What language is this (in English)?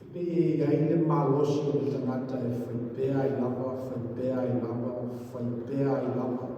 Samoan